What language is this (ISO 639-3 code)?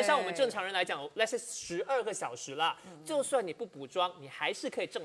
zho